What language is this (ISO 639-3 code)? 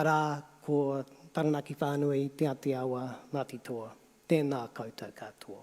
mri